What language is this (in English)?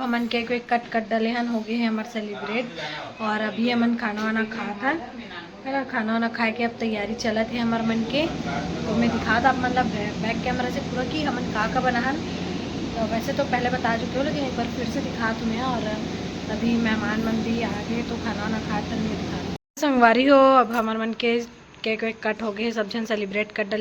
Chhattisgarhi